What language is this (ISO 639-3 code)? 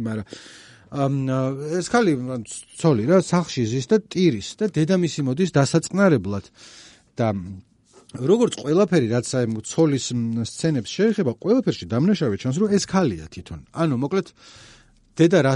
kat